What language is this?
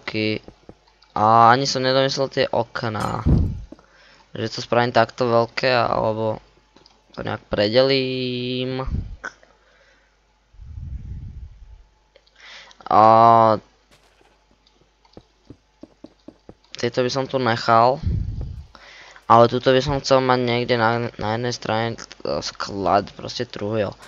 Slovak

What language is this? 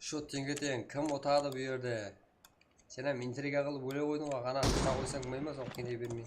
Kara-Kalpak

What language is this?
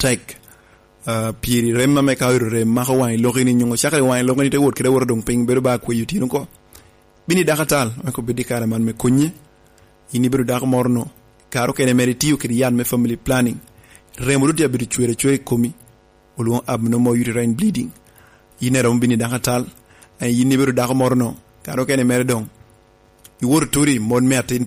Lango (Uganda)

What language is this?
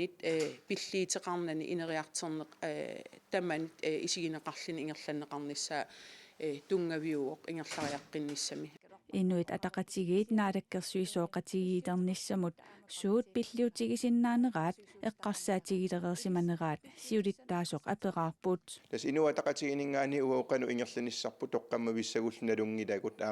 Kalaallisut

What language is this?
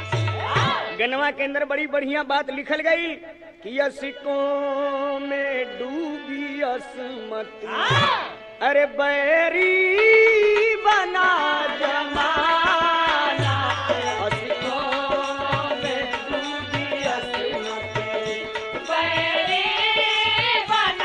Bhojpuri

